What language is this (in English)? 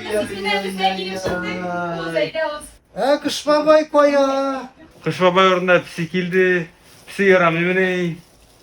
Tatar